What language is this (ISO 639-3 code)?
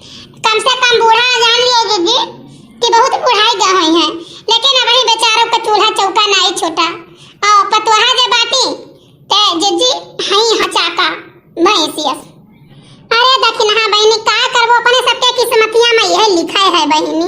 awa